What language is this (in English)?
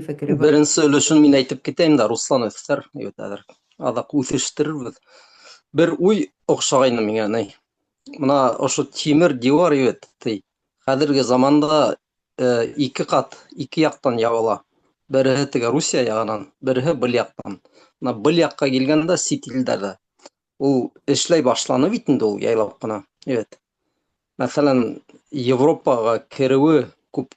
Bashkir